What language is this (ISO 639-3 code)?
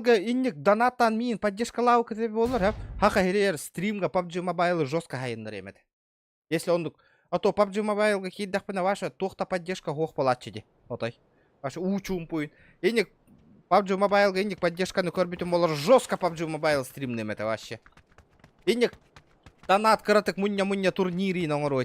sah